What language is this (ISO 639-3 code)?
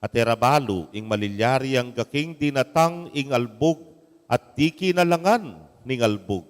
pam